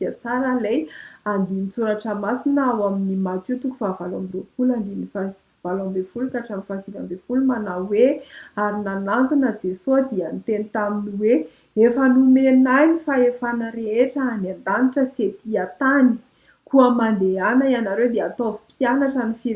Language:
Malagasy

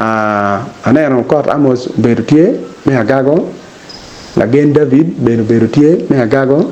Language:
Acoli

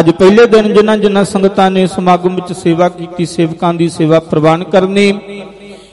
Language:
Punjabi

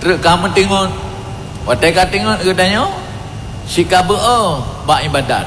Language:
Achinese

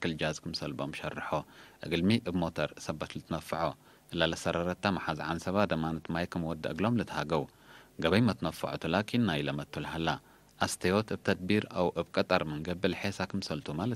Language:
Tigre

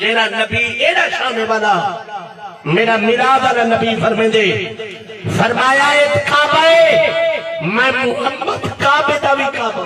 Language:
Saraiki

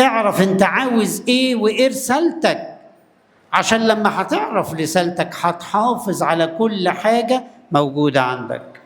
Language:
Egyptian Arabic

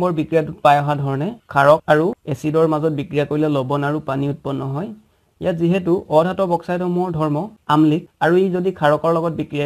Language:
Assamese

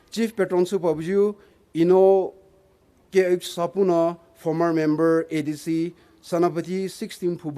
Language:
Poumei Naga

